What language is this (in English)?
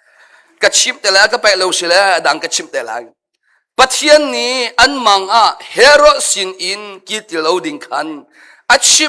Hakha Chin